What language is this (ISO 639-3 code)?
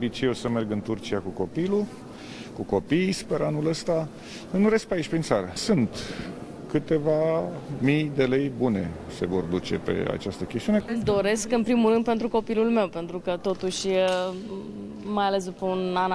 ron